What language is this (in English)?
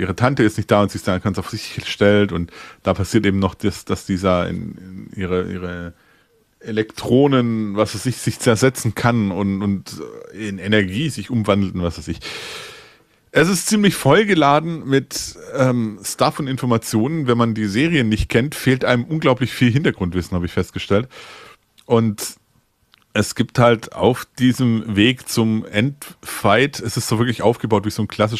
German